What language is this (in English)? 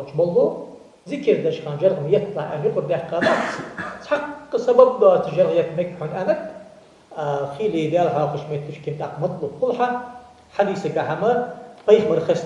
Ingush